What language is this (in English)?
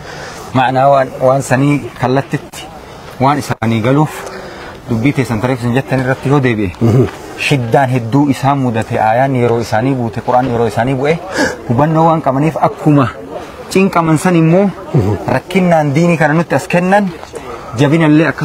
Oromo